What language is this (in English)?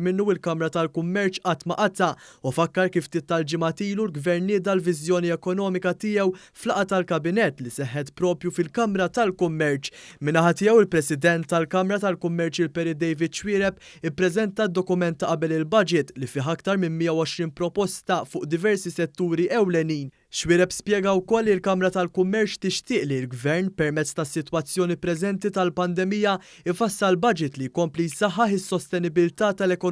Maltese